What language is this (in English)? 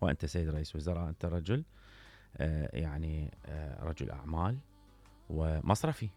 Mesopotamian Arabic